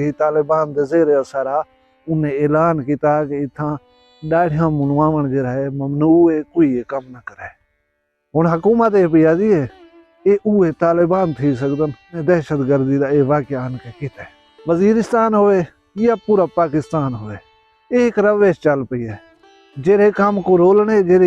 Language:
Saraiki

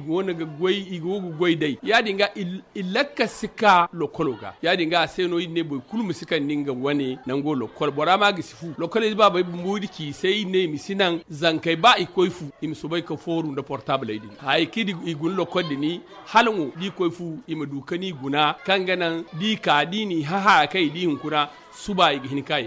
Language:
Zarma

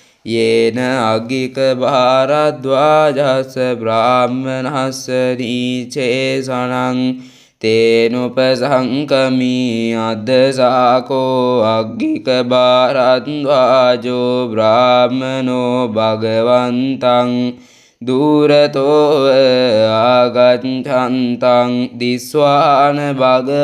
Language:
Pali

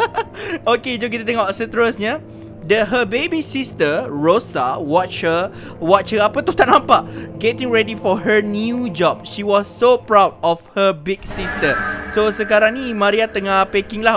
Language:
Malay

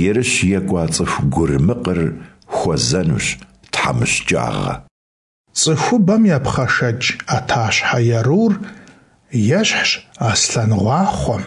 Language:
Kabardian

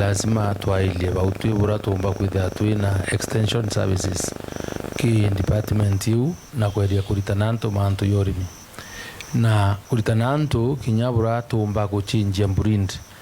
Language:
Meru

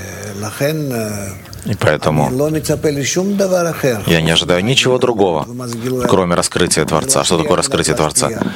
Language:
Russian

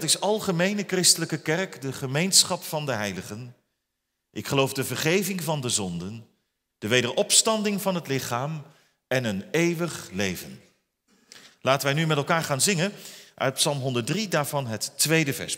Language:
Dutch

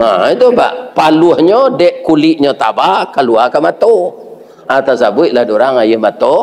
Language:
Minangkabau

